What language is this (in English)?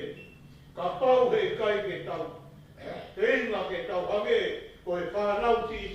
Tongan